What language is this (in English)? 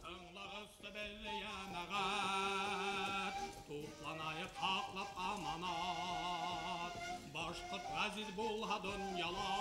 Bashkir